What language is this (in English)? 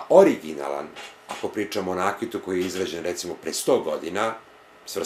Serbian